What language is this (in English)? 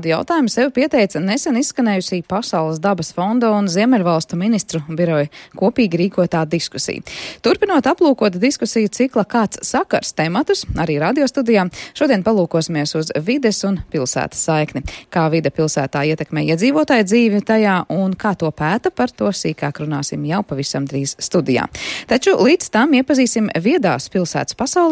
Latvian